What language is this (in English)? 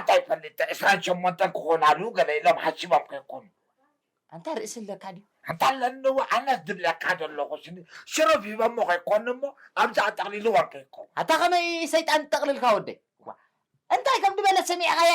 Tigrinya